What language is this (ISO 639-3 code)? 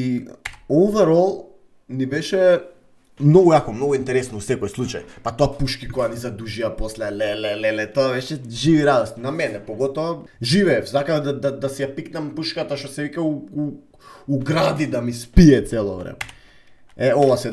mkd